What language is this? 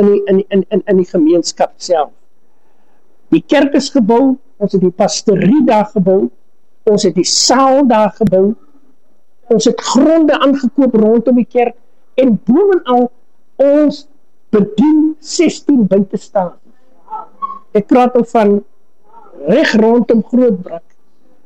Afrikaans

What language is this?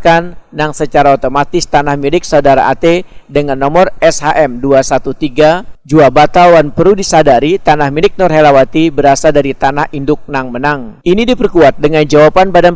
Banjar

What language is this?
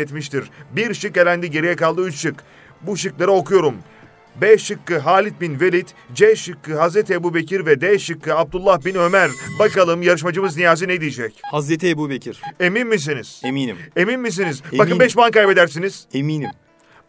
Turkish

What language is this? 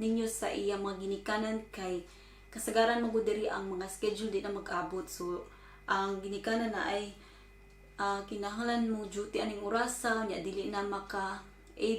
Cebuano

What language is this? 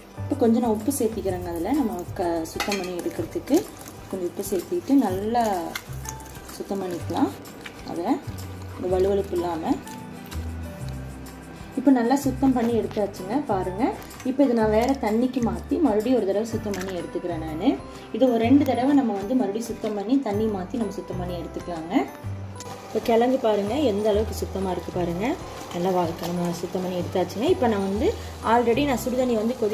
Tamil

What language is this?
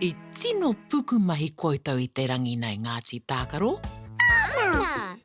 Māori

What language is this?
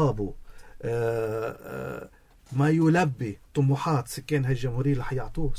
North Levantine Arabic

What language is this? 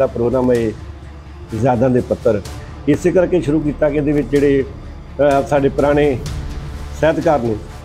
Punjabi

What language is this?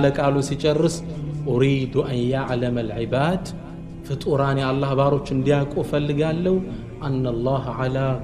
Amharic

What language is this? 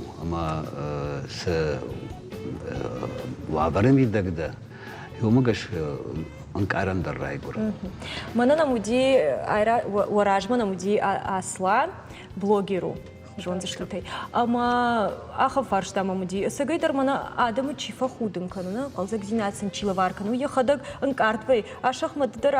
Ossetic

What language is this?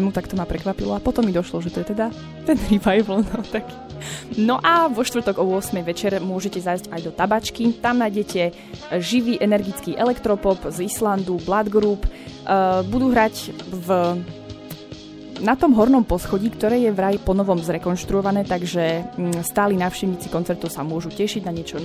Slovak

